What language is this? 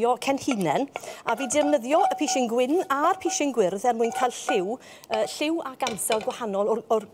Welsh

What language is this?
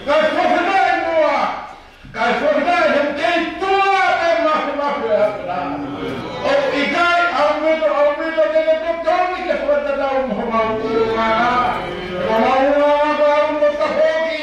Tongan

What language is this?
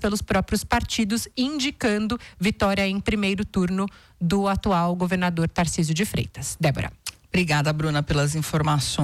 Portuguese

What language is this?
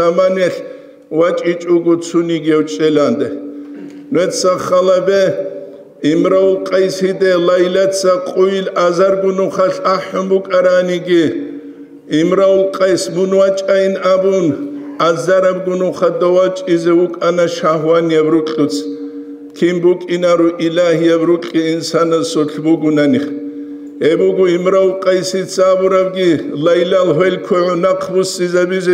Avaric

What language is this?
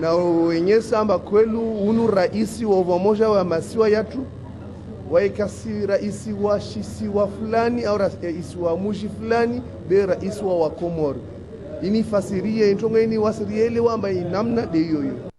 Ngazidja Comorian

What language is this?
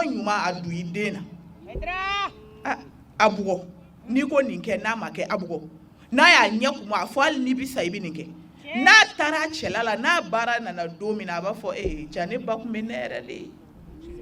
Bambara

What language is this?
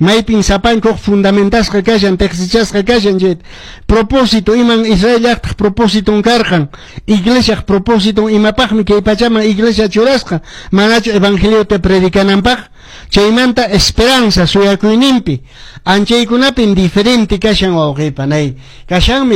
Quechua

